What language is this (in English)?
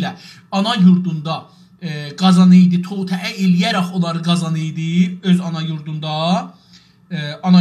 South Azerbaijani